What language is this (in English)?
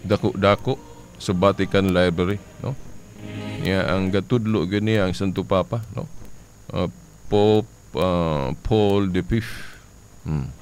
Cebuano